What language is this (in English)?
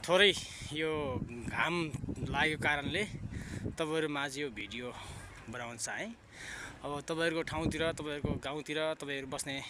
Nepali